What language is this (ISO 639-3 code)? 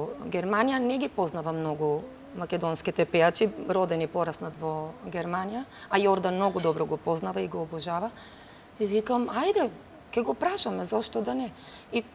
mkd